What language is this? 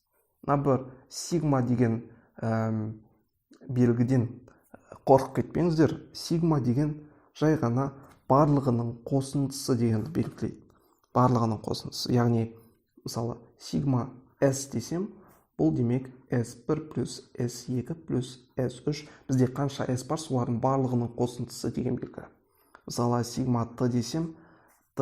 Kazakh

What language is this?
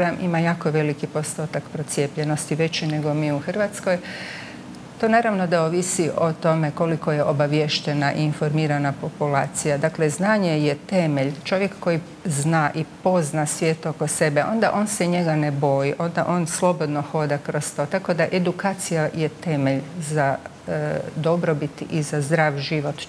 Croatian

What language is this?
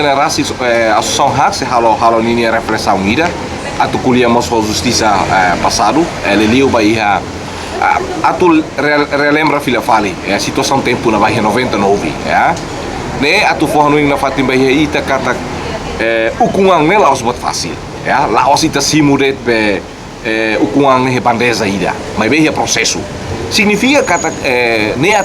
Tetum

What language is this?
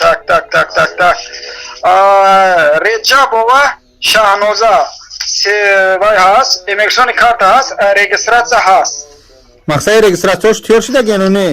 Tajik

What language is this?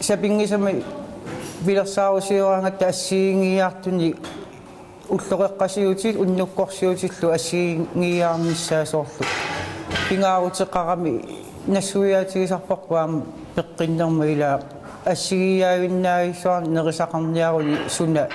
Kalaallisut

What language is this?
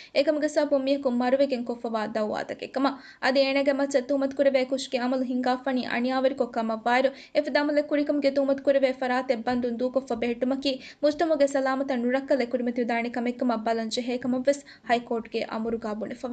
Divehi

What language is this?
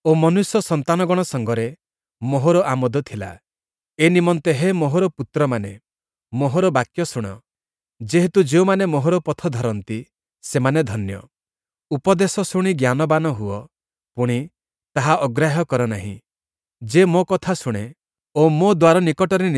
Odia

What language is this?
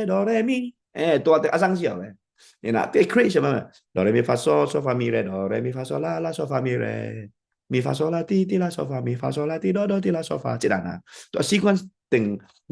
Tedim Chin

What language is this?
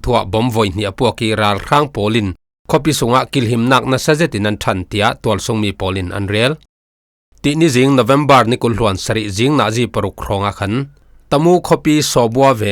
Falam Chin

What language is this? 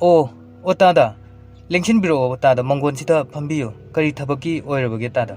Manipuri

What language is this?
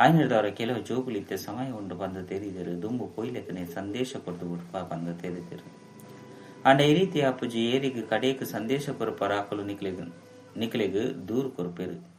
Tulu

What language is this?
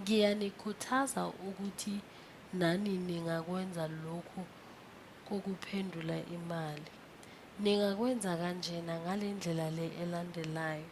Zulu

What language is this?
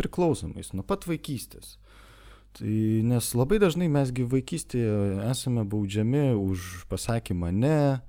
Lithuanian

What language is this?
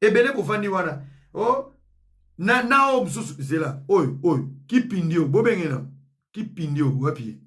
Lingala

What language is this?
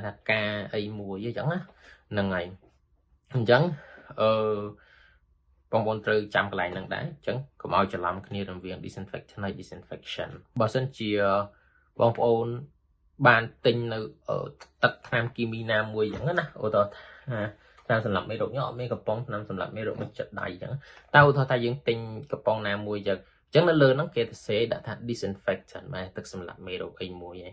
Khmer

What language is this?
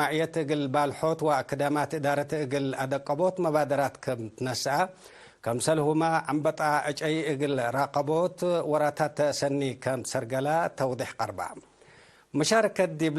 Tigre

